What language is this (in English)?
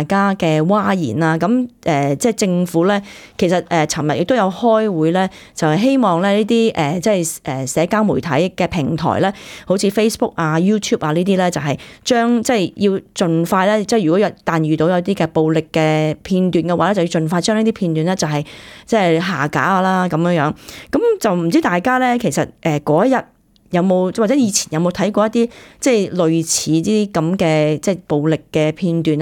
Cantonese